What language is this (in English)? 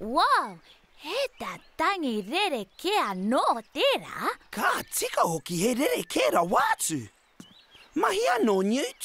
Māori